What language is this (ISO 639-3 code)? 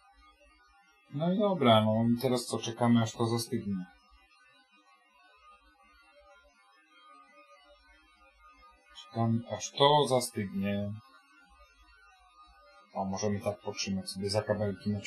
pol